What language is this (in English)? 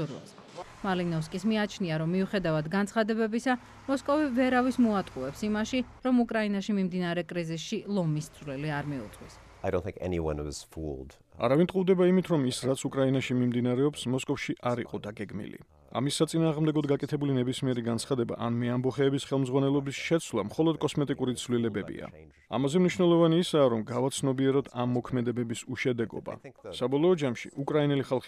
Georgian